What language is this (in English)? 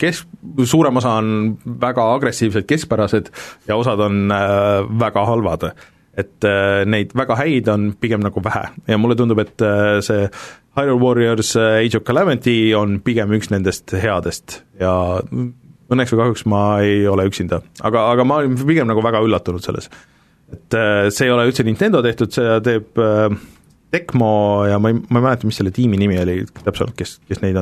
Estonian